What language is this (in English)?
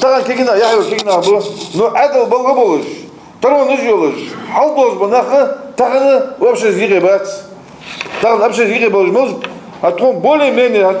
Ingush